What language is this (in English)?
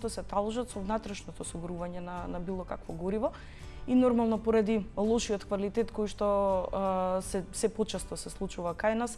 Macedonian